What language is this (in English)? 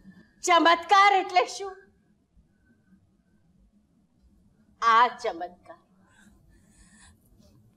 Gujarati